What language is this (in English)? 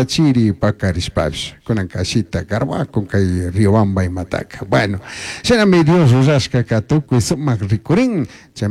Chimborazo Highland Quichua